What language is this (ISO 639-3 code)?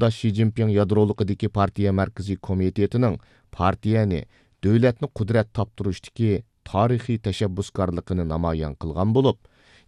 uig